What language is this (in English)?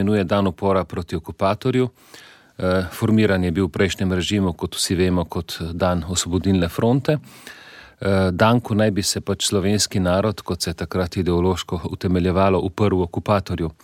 Slovenian